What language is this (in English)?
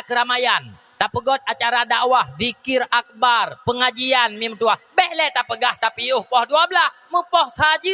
Achinese